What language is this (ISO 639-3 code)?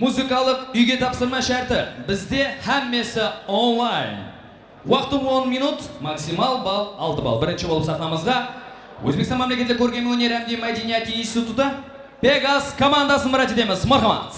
kaa